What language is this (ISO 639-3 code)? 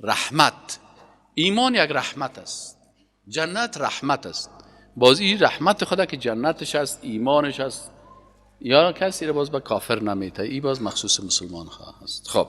fas